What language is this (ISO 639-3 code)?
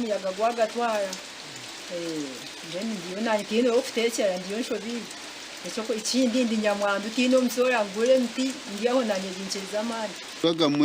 nyn